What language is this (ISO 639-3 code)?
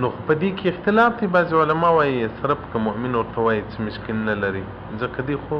pus